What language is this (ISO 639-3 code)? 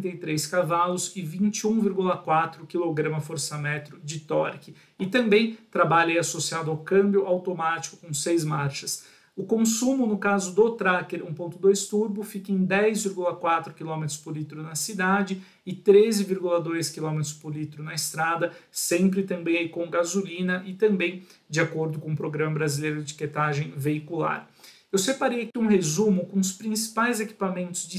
por